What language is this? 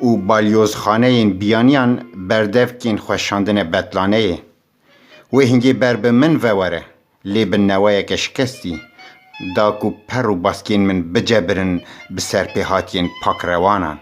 Kurdish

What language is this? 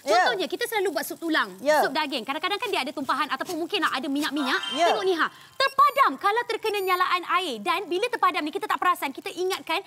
Malay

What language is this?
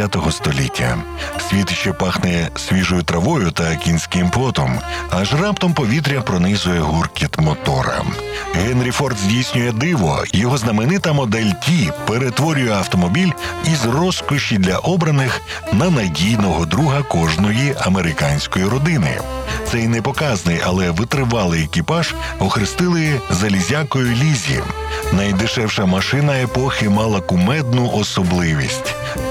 Ukrainian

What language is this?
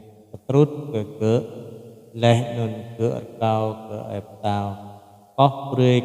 Jarai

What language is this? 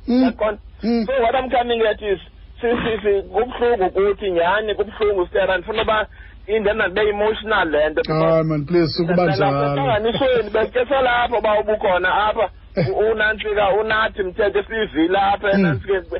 Xhosa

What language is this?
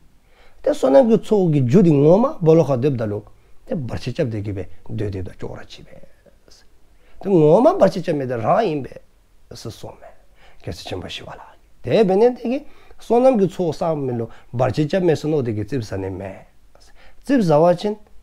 Dzongkha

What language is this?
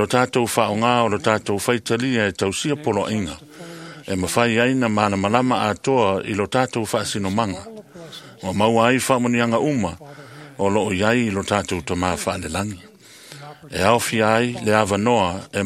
Samoan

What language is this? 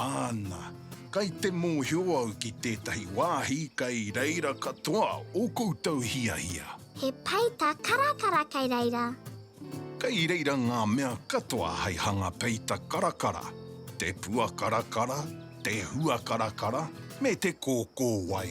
Māori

